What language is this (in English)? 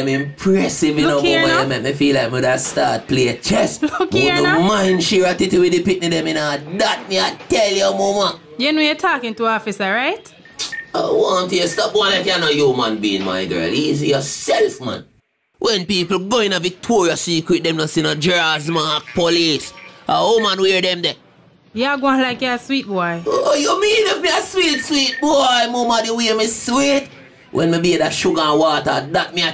Jamaican Creole English